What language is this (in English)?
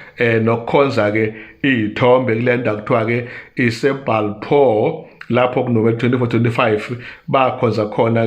Zulu